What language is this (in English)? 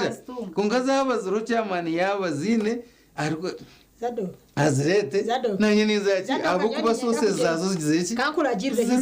Nyankole